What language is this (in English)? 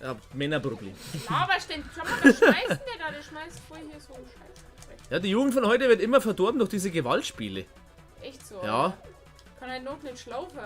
Bavarian